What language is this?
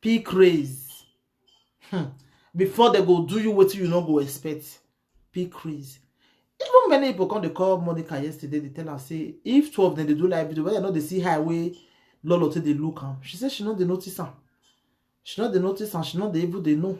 Nigerian Pidgin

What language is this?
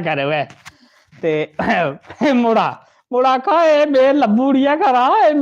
Dogri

